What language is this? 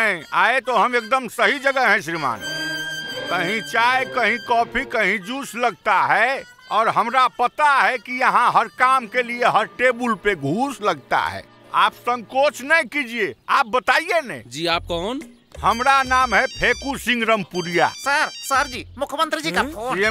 Bhojpuri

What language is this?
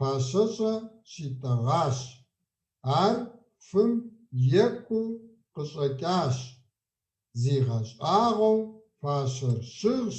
Kabardian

